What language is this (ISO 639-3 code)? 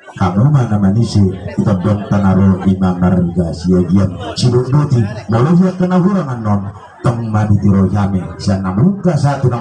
bbc